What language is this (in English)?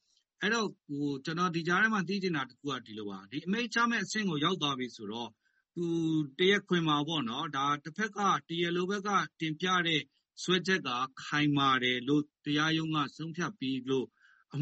Burmese